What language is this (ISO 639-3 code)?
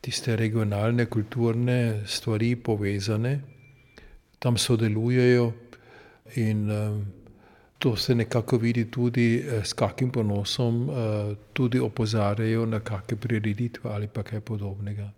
slv